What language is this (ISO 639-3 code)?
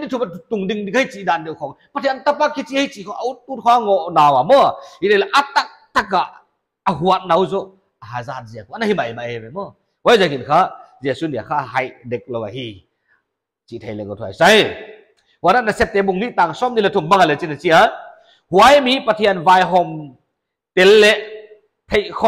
pck